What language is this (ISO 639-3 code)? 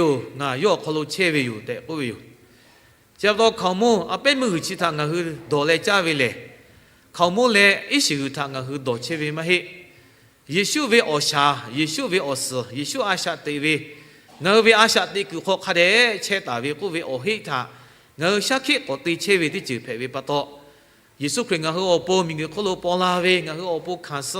lhu